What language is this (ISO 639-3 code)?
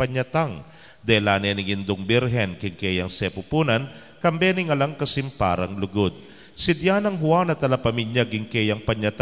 pam